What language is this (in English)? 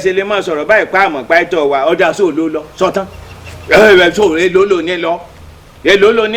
Yoruba